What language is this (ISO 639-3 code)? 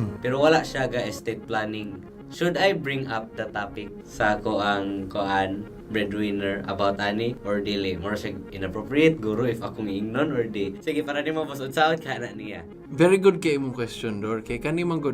ceb